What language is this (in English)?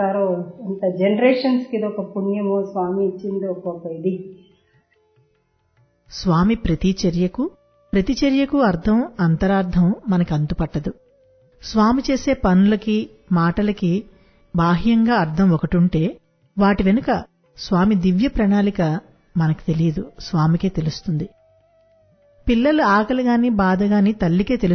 Telugu